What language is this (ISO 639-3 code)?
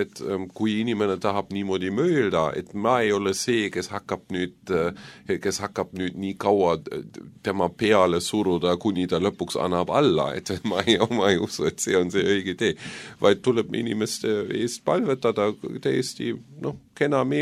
est